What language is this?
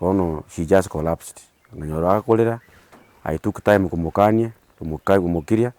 Gusii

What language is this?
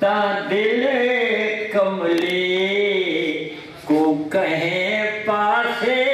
Saraiki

